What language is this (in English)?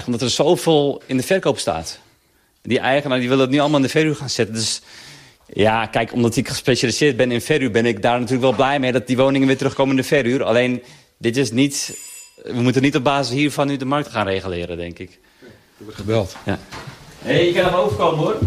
Dutch